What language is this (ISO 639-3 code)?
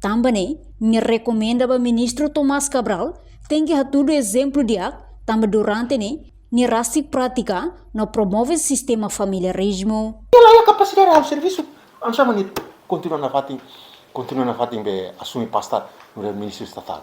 tet